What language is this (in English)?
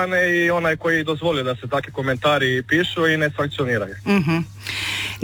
Croatian